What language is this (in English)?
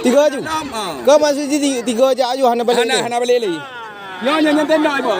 Achinese